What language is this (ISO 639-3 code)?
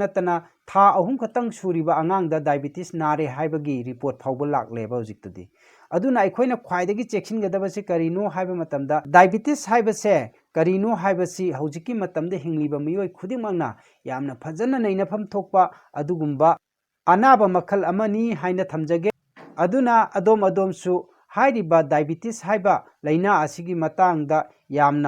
mni